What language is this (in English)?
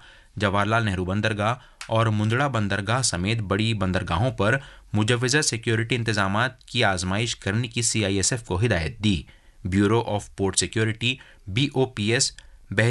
Urdu